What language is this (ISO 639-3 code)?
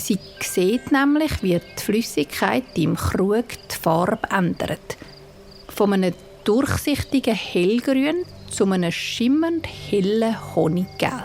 gsw